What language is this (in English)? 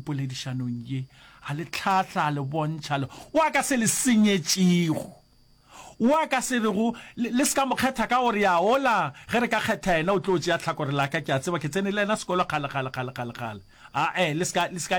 Northern Sotho